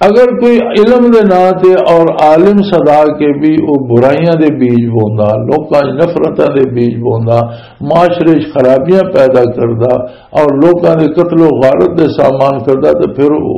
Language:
Western Panjabi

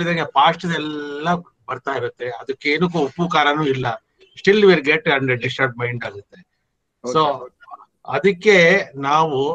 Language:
Kannada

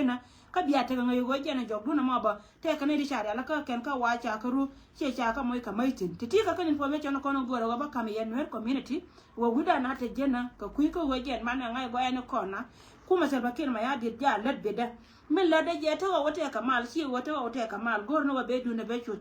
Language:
Nuer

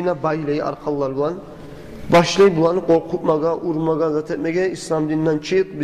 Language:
Kumyk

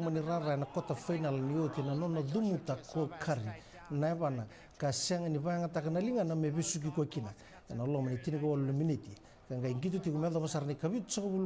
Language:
Fijian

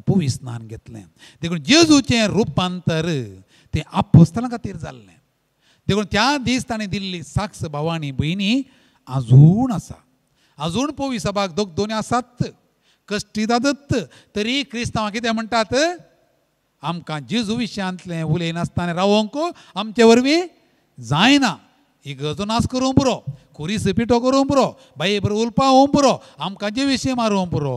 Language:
Konkani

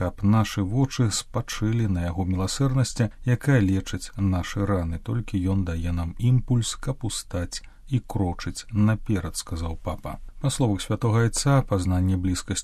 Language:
Belarusian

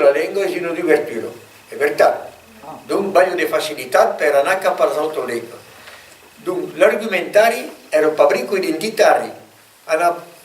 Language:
Occitan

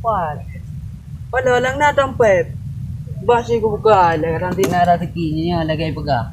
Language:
Achinese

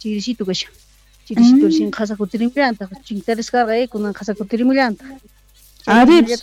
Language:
South Bolivian Quechua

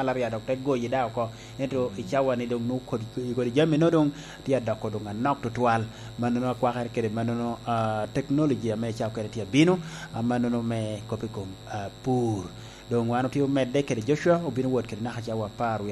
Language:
Lango (Uganda)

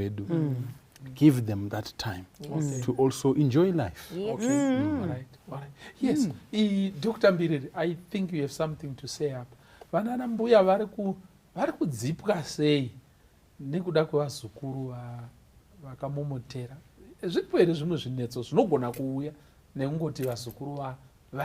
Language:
Shona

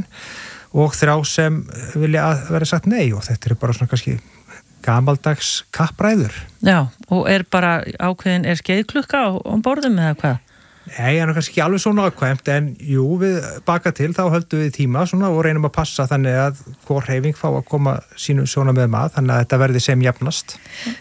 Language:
Icelandic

